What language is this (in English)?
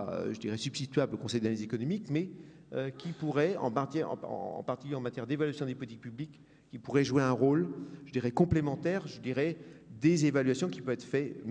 French